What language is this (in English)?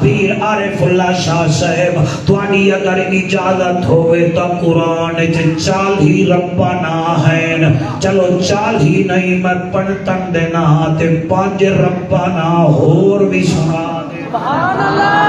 Saraiki